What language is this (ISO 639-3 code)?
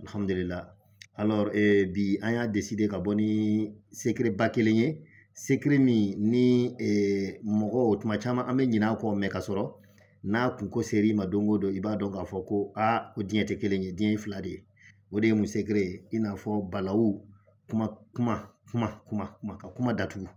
bam